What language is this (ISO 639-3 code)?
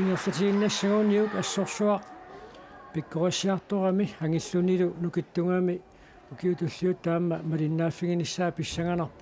kal